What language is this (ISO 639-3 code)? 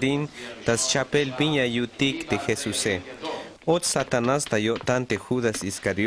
tzh